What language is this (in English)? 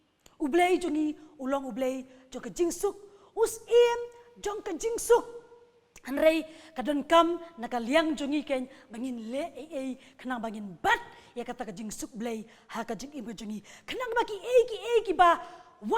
Khasi